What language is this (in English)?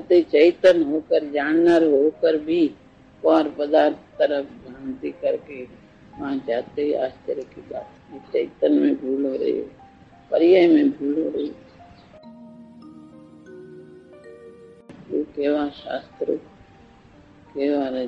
Gujarati